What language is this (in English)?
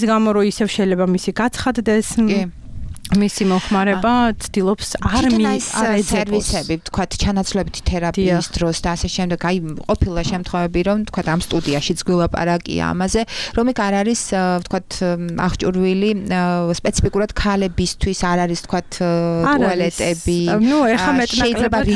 Georgian